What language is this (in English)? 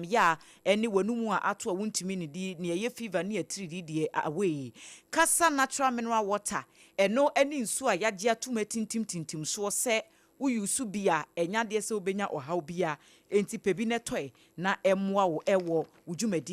Akan